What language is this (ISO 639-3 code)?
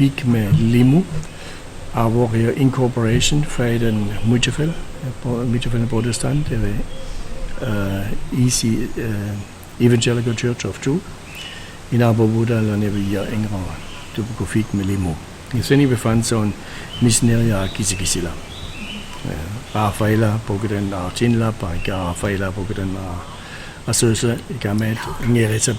chk